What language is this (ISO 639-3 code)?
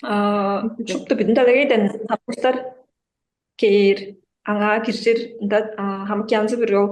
tyv